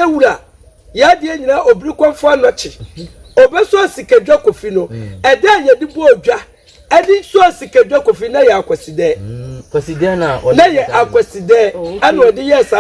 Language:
Akan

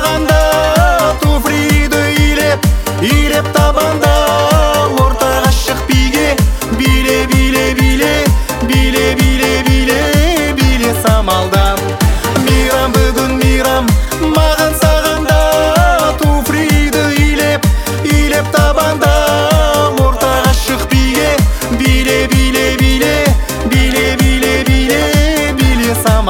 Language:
Kazakh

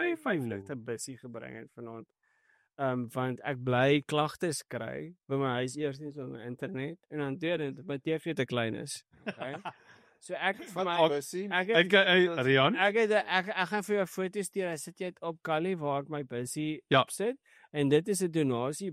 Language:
Afrikaans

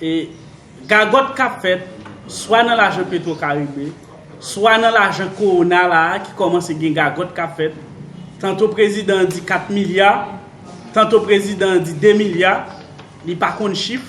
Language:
Haitian Creole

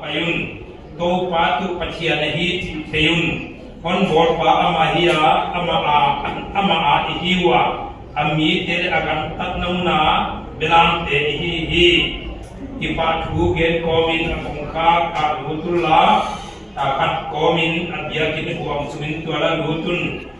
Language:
Paite Chin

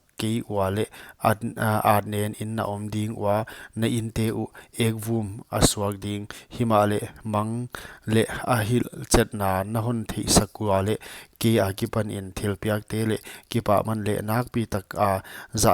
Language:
Paite Chin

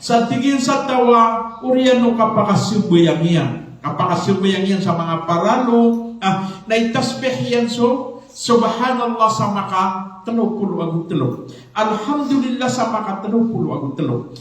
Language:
Maranao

